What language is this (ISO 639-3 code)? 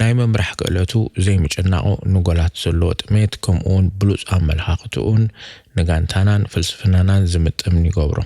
tir